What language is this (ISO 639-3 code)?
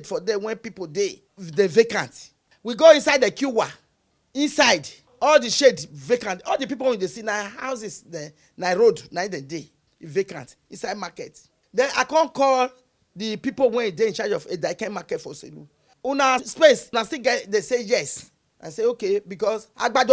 pcm